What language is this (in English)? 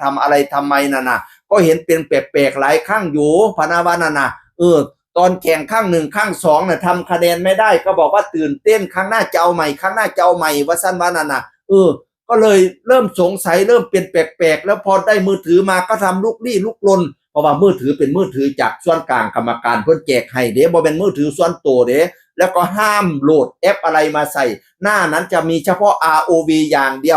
Northeastern Thai